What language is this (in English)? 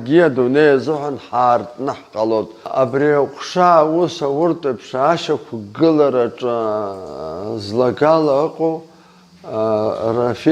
Abkhazian